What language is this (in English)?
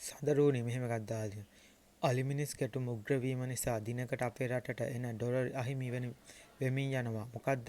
Sinhala